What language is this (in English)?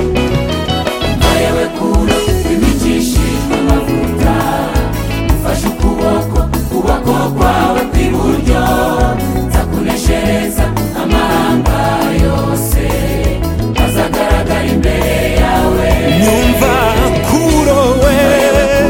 Kinyarwanda